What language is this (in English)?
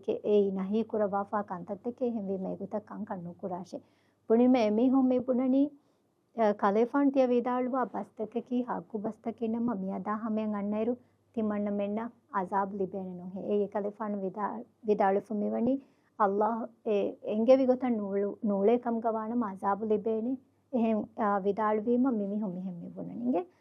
Divehi